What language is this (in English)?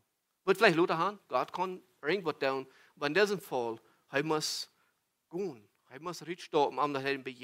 Plautdietsch